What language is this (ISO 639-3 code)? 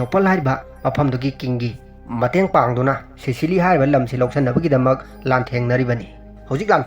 mni